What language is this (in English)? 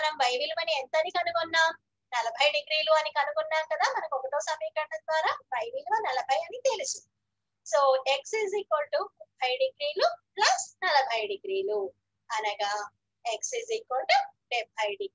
Telugu